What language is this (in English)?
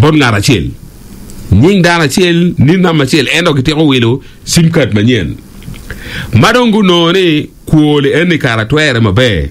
Acoli